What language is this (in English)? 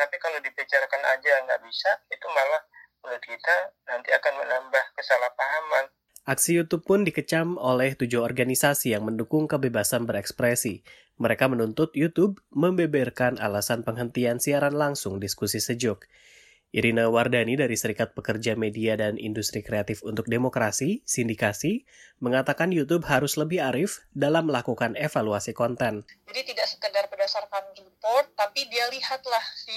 Indonesian